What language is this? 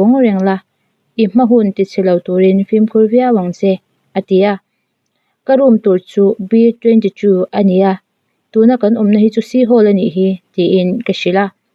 Mizo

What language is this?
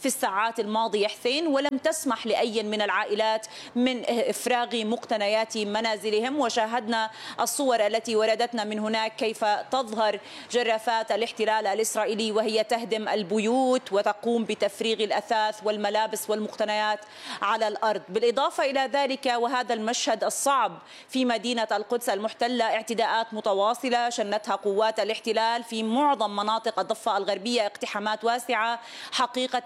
Arabic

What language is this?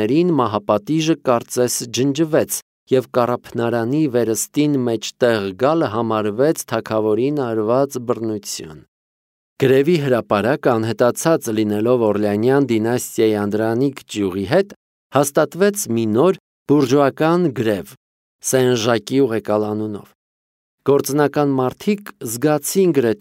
Armenian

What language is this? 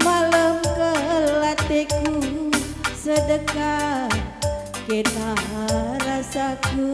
Batak Karo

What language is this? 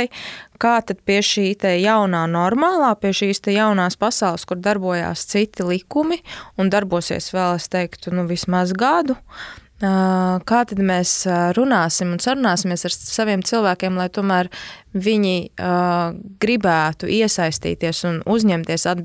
Latvian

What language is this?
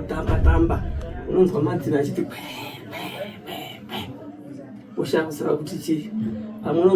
Shona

